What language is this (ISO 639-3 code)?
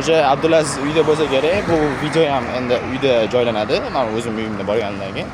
uzb